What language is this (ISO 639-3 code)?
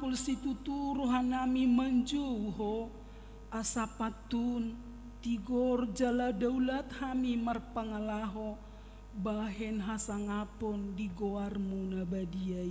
bbc